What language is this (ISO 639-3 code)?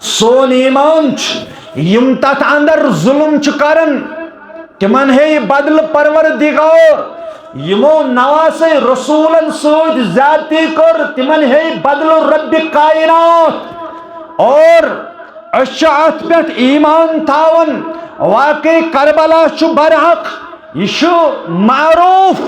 kas